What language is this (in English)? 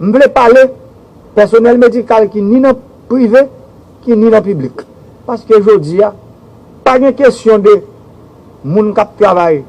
Haitian Creole